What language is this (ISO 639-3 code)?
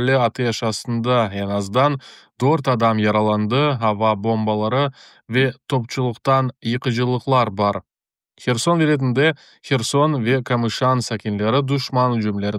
crh